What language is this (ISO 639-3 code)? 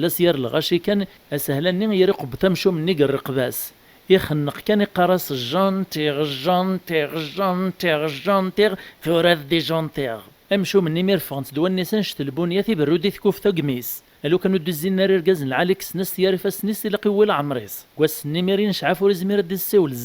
kab